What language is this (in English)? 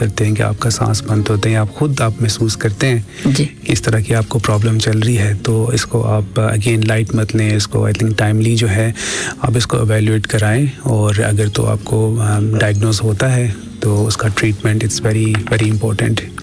Urdu